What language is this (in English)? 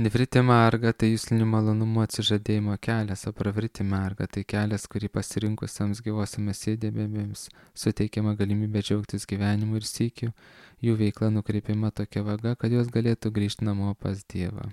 Lithuanian